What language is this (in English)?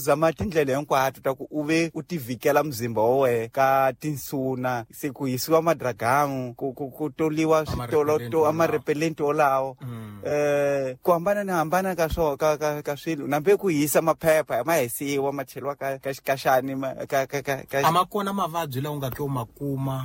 Tsonga